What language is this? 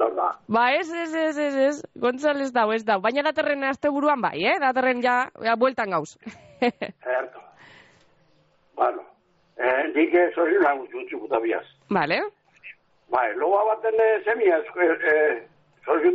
Basque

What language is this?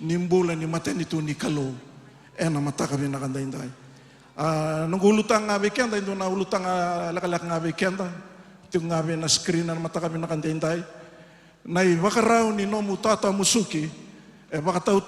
Fijian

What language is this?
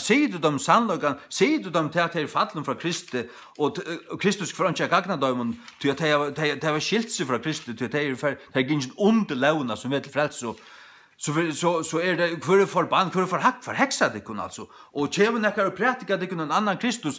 Faroese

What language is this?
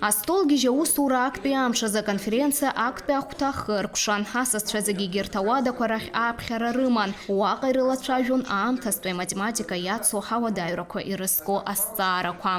Abkhazian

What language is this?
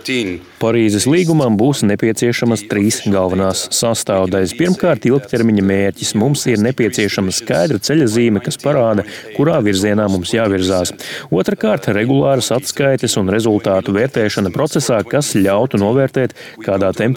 Latvian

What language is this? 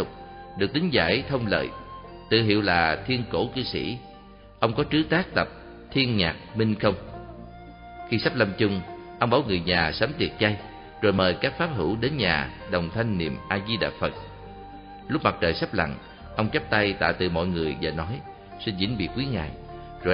Vietnamese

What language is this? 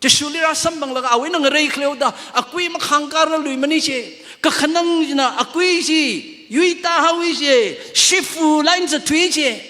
Tangkhul Naga (India)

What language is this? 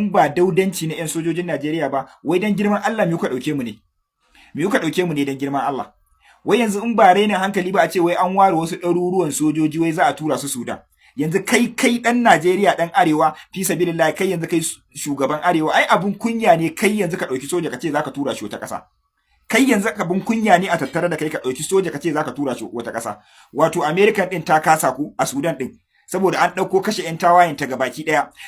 Hausa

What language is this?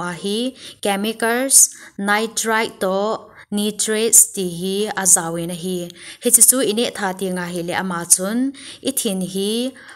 Thado Chin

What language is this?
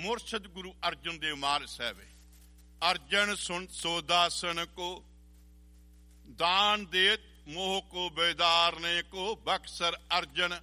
Punjabi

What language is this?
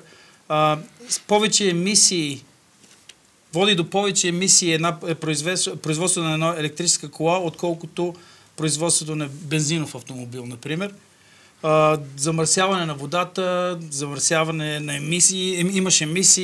Bulgarian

